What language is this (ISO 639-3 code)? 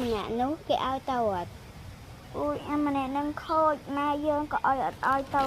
khm